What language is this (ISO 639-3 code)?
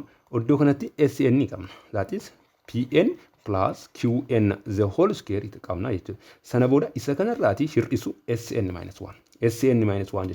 orm